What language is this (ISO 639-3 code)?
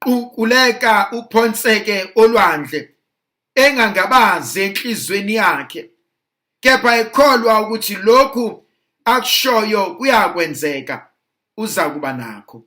zul